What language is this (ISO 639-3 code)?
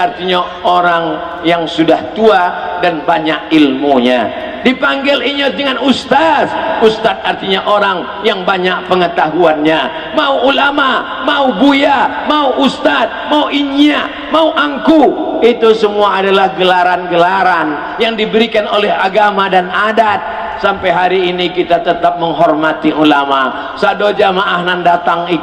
min